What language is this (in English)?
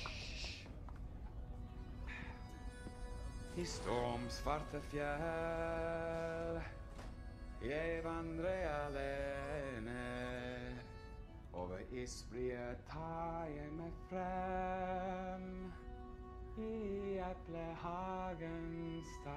Norwegian